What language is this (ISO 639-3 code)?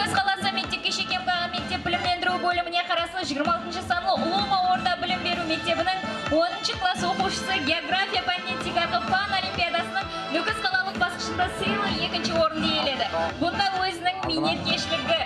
kaa